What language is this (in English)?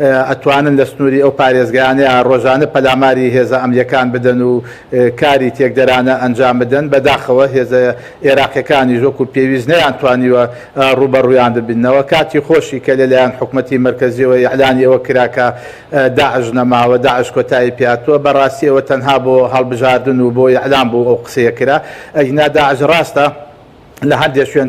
Central Kurdish